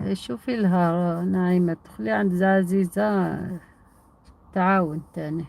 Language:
Algerian Arabic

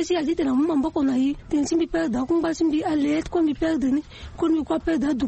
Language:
Sango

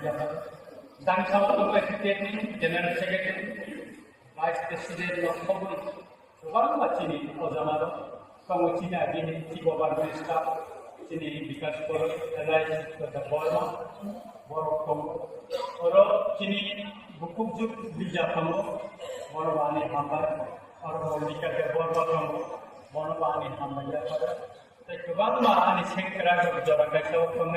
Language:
Kok Borok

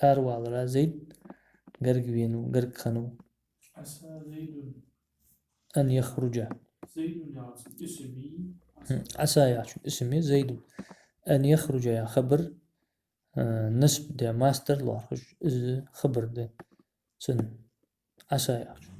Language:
Ingush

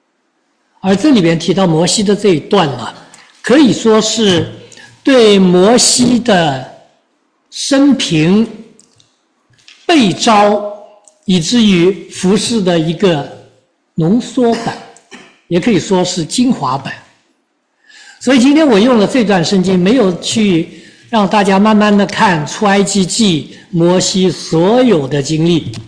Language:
Chinese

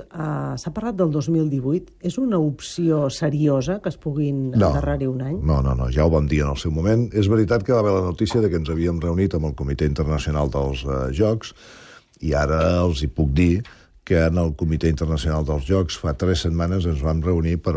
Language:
Catalan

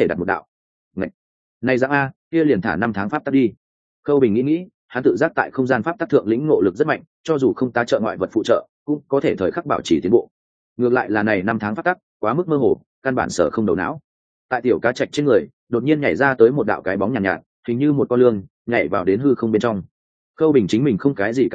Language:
Vietnamese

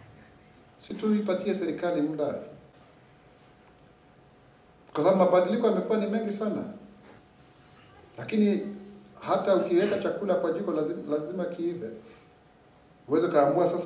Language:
Swahili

